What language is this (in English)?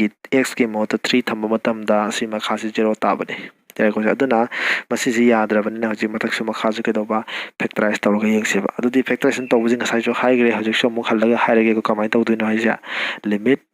Manipuri